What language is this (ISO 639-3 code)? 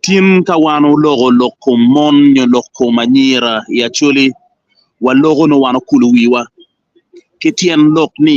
ach